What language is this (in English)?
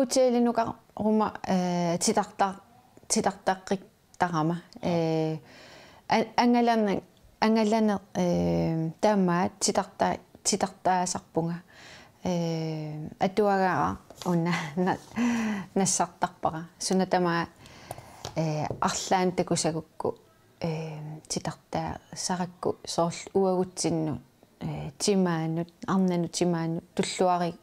Kalaallisut